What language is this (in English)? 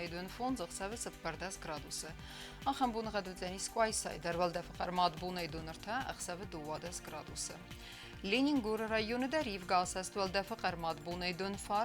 Ossetic